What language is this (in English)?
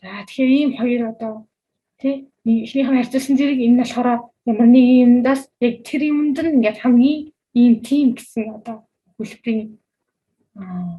Mongolian